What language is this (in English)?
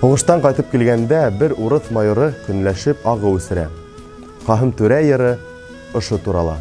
Bashkir